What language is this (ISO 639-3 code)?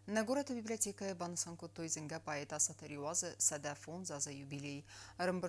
oss